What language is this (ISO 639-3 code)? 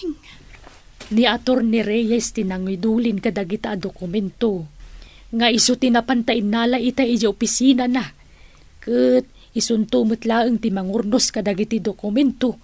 ilo